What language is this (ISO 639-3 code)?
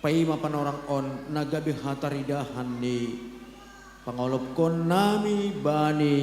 bts